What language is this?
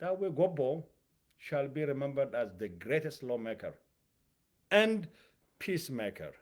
English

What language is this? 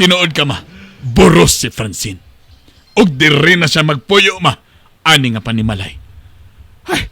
Cebuano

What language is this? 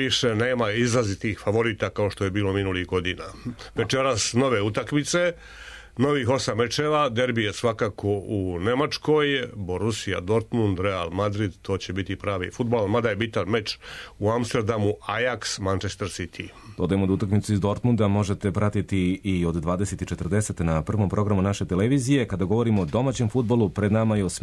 Serbian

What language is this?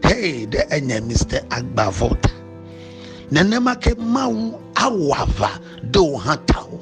Ewe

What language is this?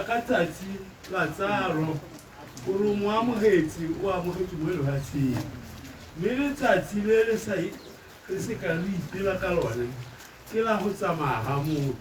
Tswana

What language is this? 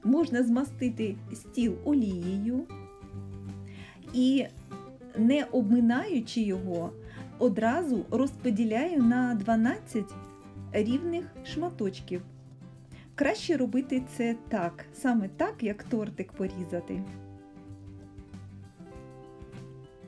Ukrainian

